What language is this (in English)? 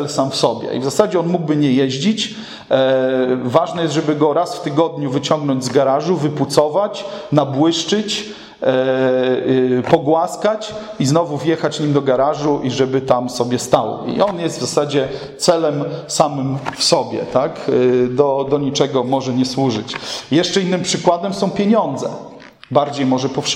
Polish